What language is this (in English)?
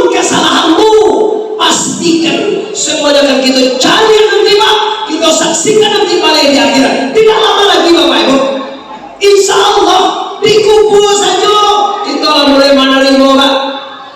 Minangkabau